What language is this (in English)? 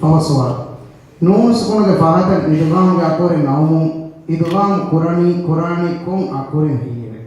Divehi